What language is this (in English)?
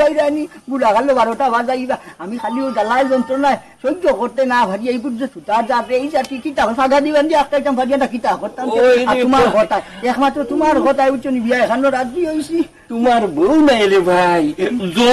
Sylheti